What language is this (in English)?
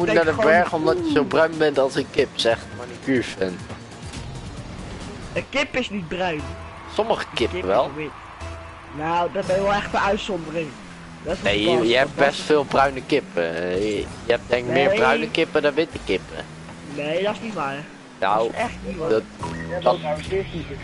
Dutch